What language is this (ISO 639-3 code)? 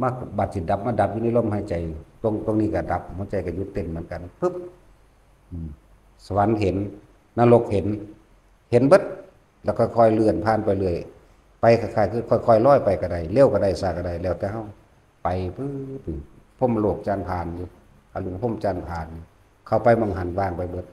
tts